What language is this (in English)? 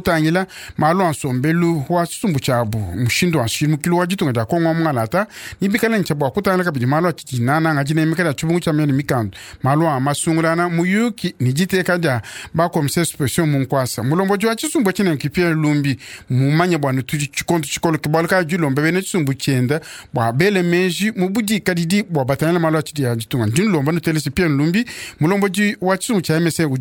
Luba-Lulua